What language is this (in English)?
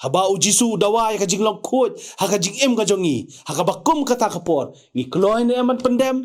Khasi